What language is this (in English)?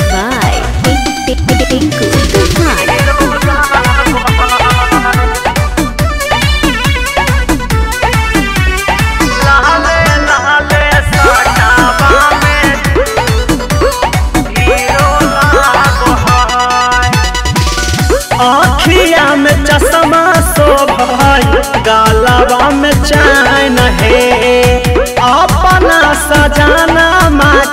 Bhojpuri